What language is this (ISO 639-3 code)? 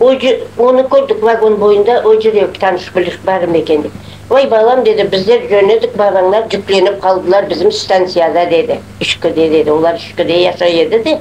crh